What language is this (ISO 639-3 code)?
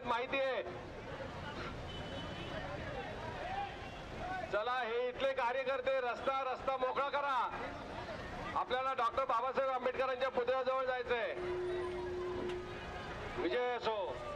mar